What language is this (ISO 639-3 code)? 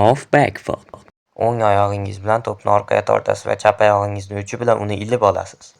uzb